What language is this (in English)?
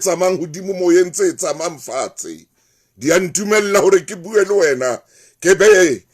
Southern Sotho